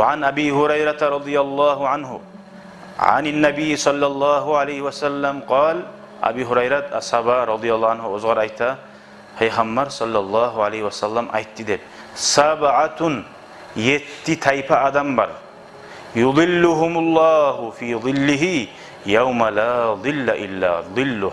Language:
Kumyk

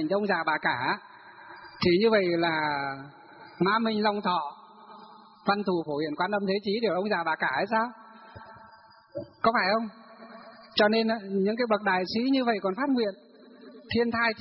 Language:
Vietnamese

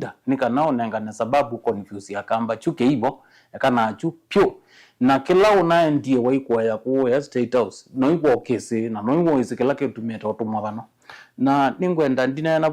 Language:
Kamba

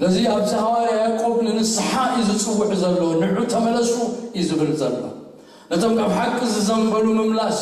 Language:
Tigrinya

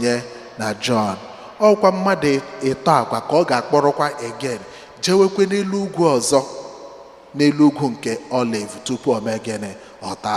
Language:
Igbo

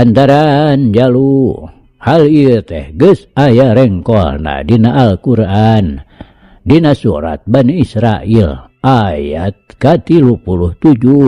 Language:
Sundanese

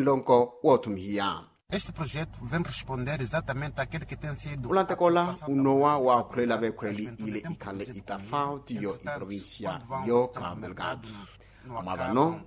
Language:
Makhuwa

